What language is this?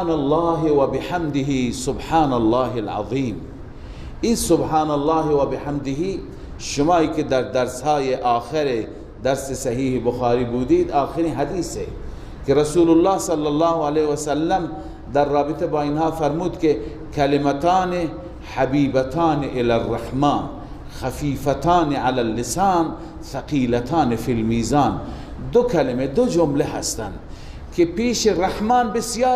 Persian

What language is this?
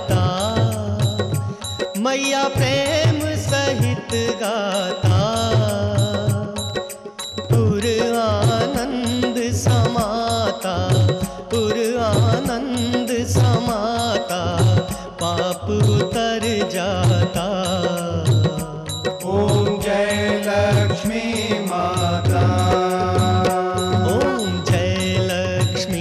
Hindi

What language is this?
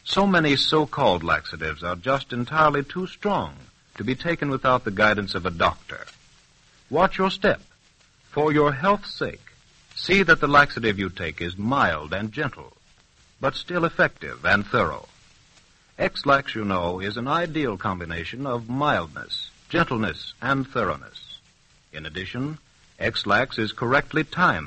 English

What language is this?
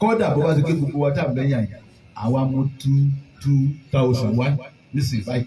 Yoruba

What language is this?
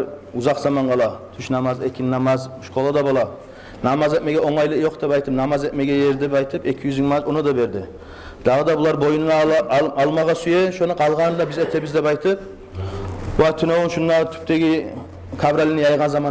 Kumyk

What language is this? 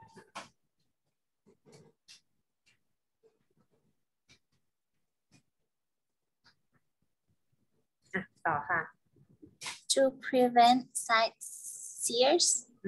Thai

